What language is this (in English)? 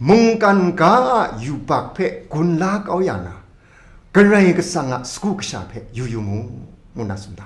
Kachin